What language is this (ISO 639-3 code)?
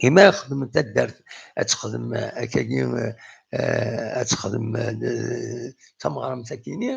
kab